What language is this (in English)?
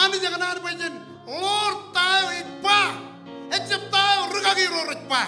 Marshallese